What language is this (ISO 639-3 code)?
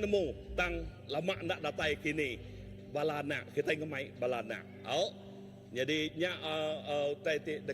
iba